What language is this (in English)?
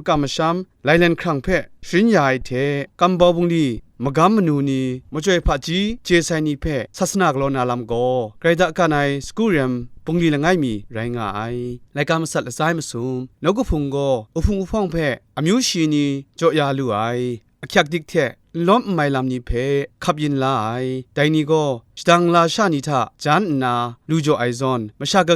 Kachin